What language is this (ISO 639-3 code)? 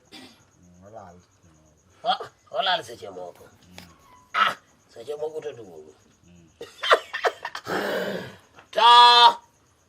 luo